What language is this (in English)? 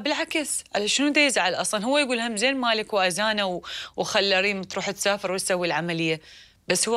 Mesopotamian Arabic